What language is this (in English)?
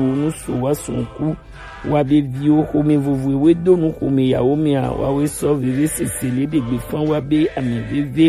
Gen